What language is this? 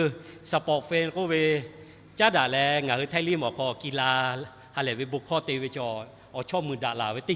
Lahu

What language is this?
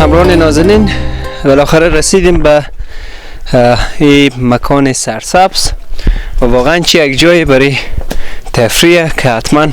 Persian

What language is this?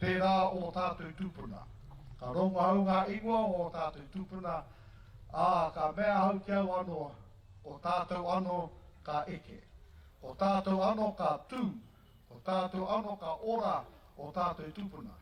Māori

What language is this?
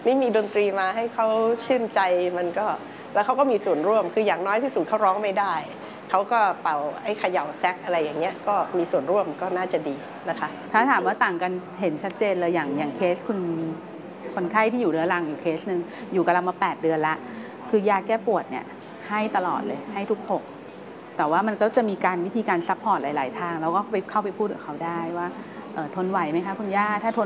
Thai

